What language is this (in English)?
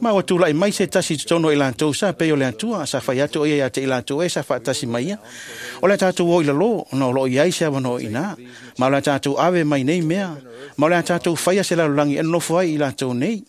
Samoan